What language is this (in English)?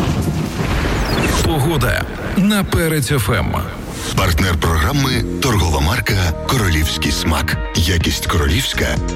Ukrainian